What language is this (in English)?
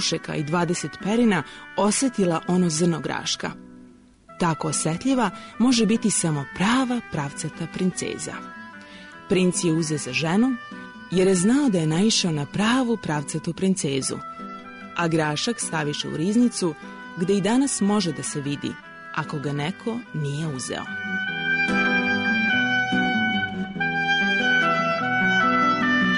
Serbian